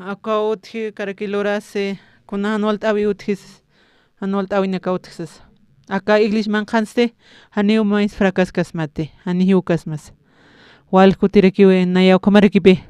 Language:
Aymara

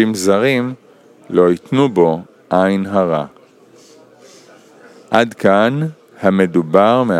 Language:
Hebrew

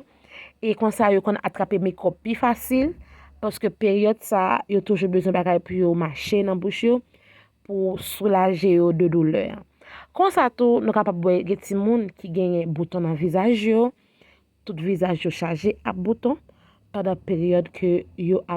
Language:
Haitian Creole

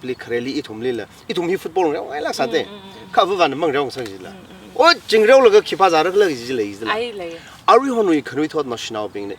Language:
Tangkhul Naga (India)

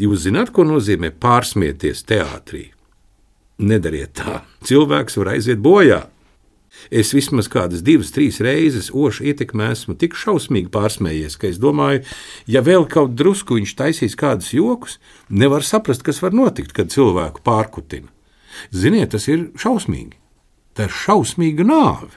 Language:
Latvian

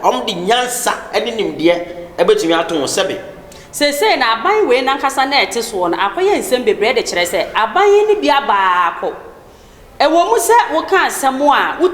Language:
Akan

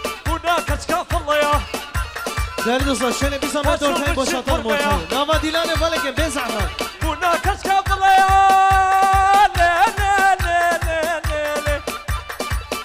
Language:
Kurdish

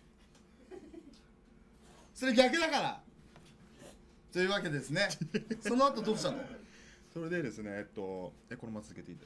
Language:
Japanese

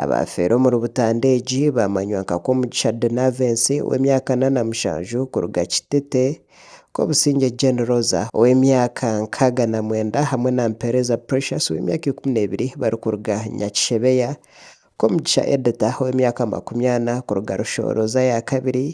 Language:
Nyankole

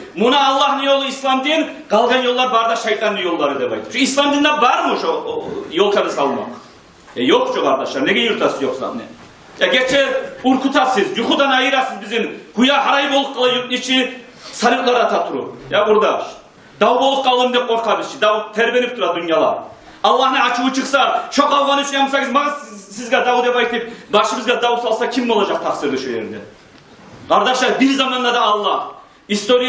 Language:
Kumyk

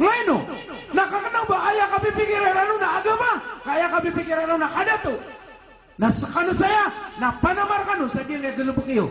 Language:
Maranao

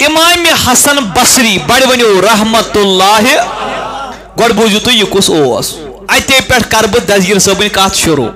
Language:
Kashmiri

